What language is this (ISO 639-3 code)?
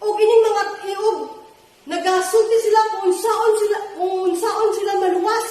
ceb